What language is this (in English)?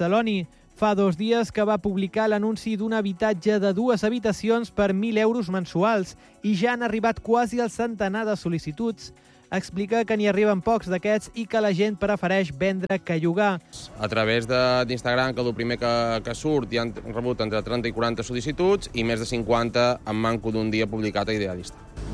Catalan